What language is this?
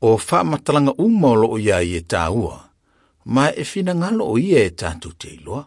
Samoan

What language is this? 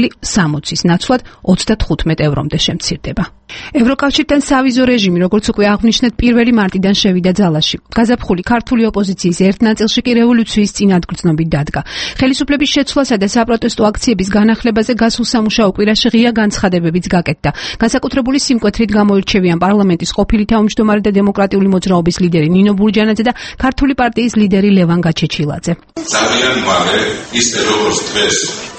Georgian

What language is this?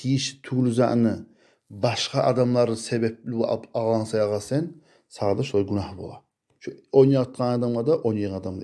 Kumyk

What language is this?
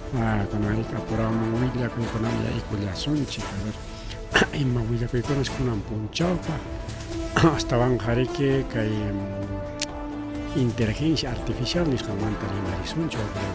Ayacucho Quechua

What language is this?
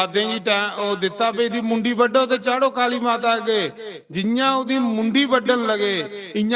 Dogri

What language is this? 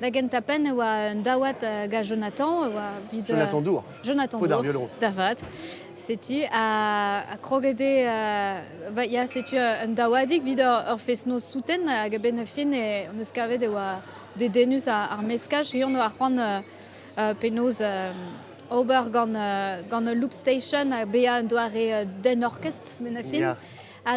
Breton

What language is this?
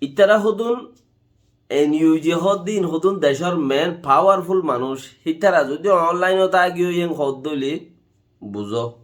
Rohingya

